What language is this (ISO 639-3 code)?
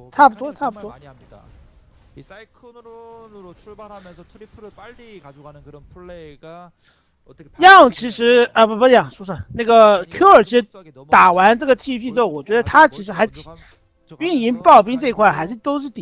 zho